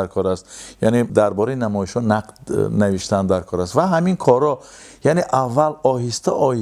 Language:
Tajik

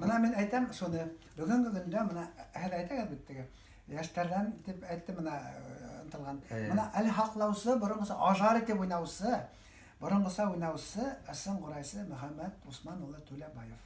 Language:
Bashkir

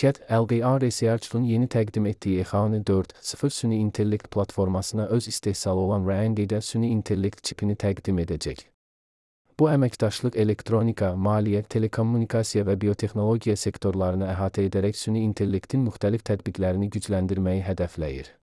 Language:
Azerbaijani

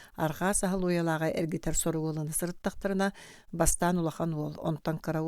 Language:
Yakut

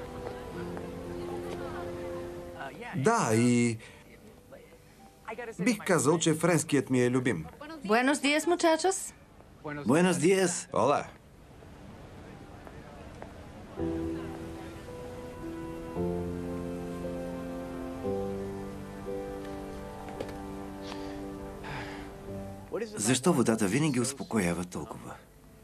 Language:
Bulgarian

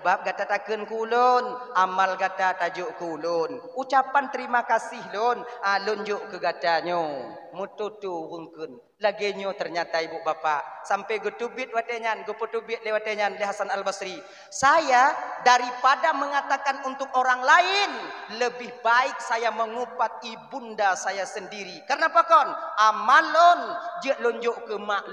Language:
Achinese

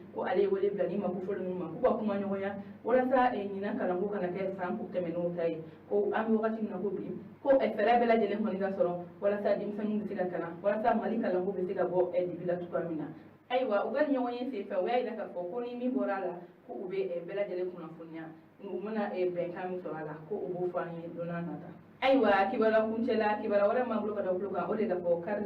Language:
Bambara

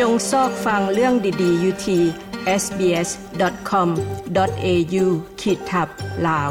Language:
Lao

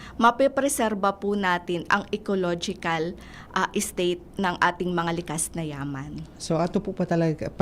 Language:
Bikol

